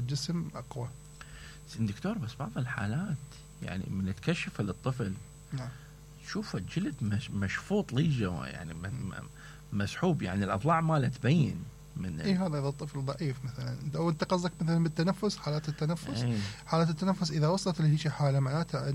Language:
Mesopotamian Arabic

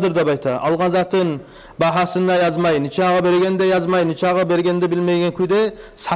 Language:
Kumyk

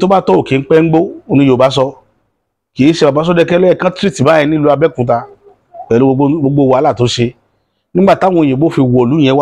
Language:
Yoruba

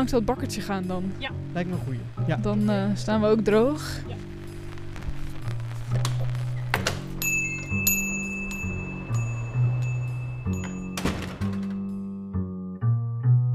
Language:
Dutch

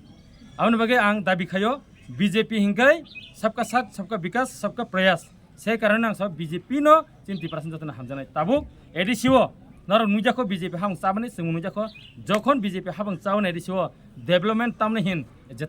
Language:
Kok Borok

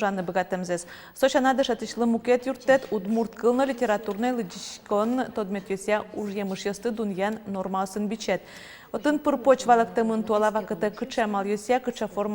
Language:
Udmurt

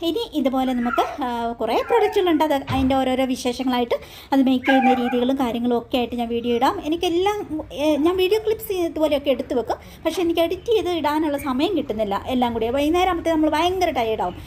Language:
Malayalam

